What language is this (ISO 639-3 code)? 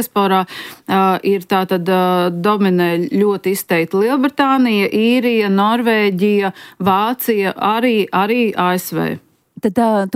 lav